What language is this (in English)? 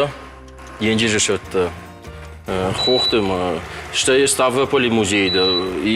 Ossetic